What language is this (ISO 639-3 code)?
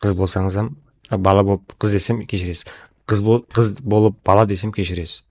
kaa